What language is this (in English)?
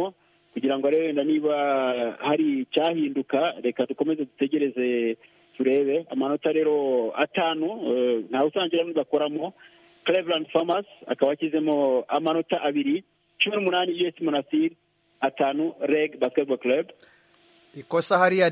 Kinyarwanda